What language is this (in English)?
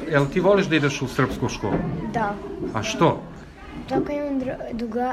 Serbian